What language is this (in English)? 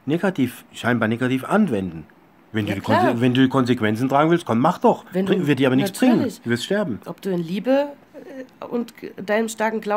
German